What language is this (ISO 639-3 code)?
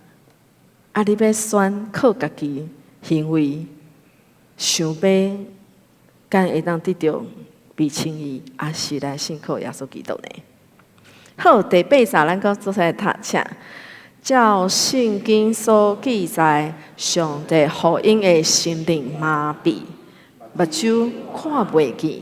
nan